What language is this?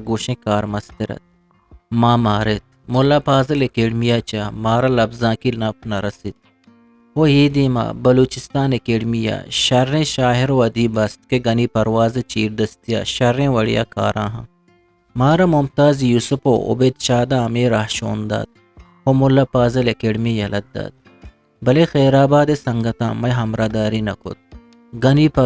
Eastern Balochi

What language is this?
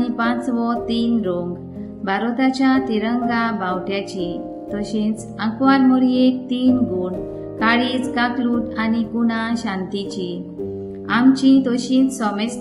Konkani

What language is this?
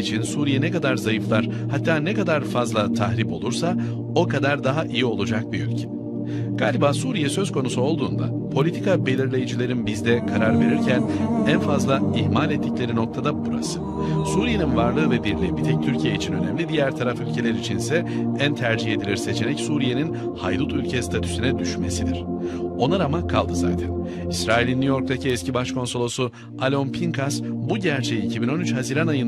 Turkish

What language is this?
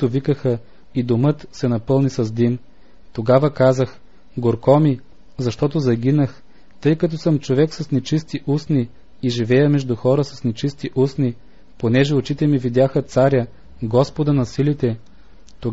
Bulgarian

